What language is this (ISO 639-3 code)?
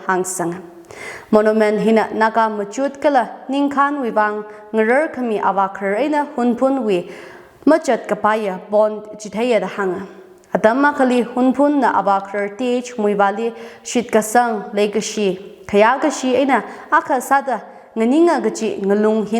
nmf